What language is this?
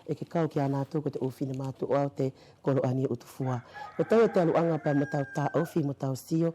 Wallisian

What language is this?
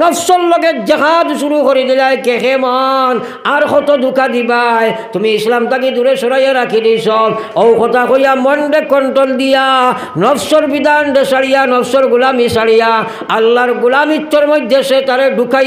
Sylheti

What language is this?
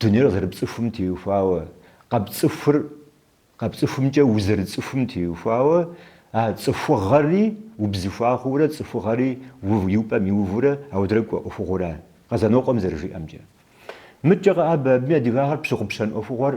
Kabardian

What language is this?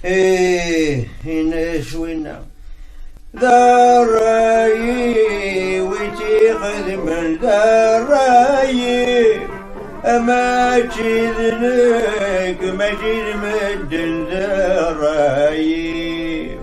Kabyle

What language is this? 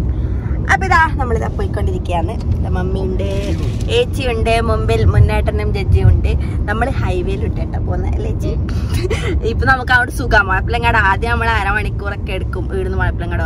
Malayalam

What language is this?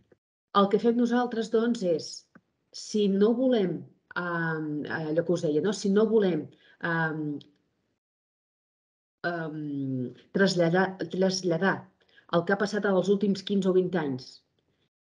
Catalan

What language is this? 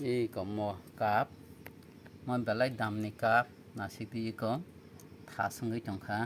Kok Borok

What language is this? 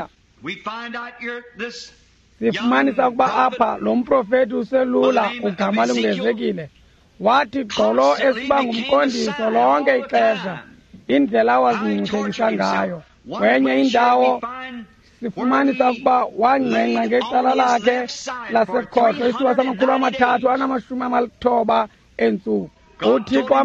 Xhosa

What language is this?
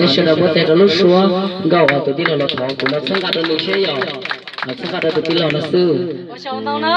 Hmong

